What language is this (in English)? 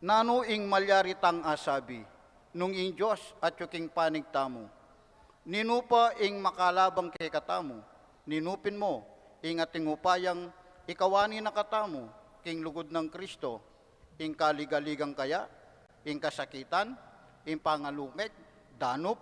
Pampanga